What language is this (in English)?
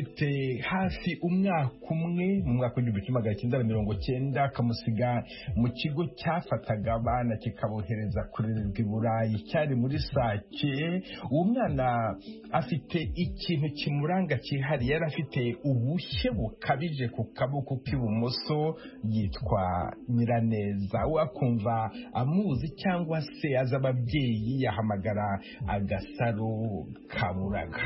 Kinyarwanda